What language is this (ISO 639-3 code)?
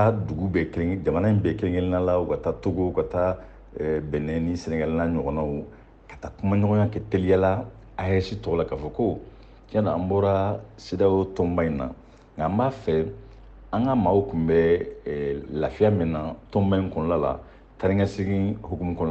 bam